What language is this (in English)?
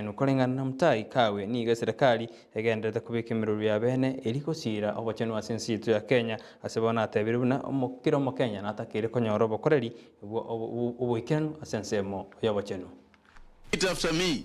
Gusii